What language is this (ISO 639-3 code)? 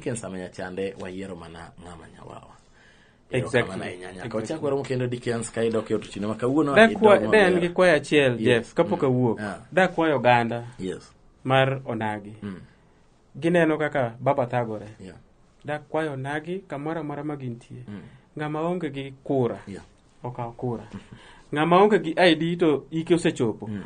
luo